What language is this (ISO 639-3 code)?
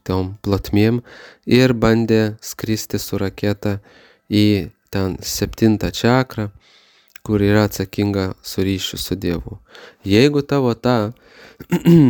lit